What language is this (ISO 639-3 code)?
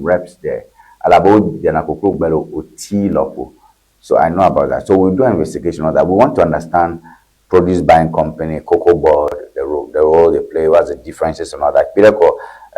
ewe